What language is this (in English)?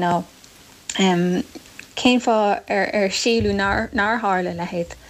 Irish